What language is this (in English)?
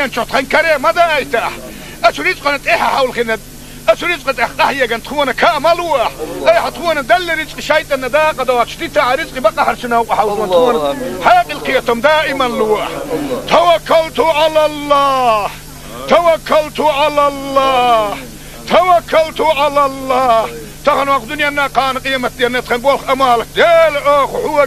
Chechen